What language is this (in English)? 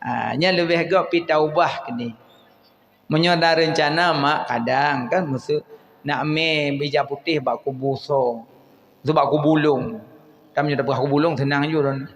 Achinese